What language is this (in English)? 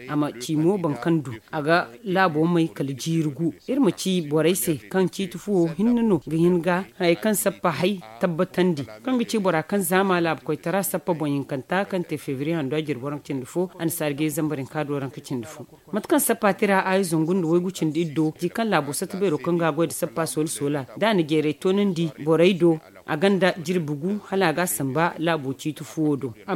Zarma